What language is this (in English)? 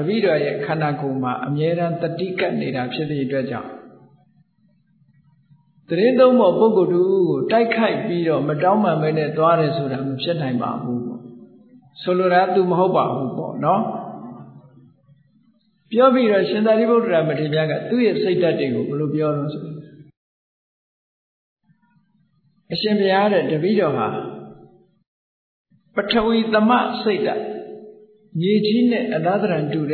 Burmese